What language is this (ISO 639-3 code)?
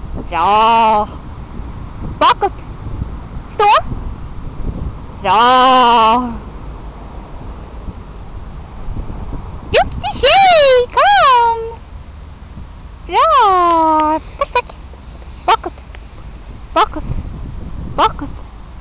swe